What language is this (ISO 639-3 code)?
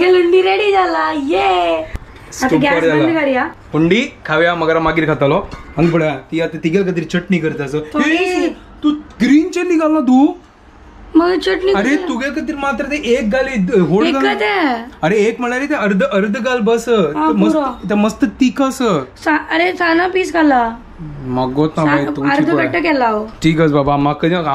kok